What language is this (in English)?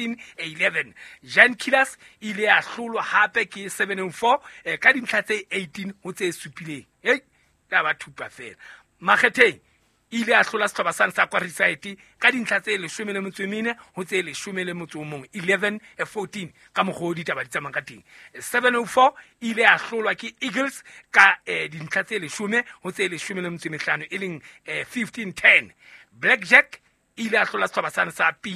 Southern Sotho